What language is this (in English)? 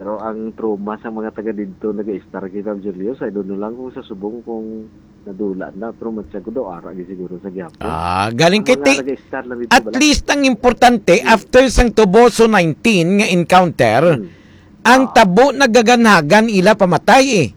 Hiligaynon